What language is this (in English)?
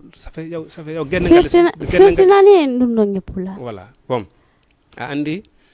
Fula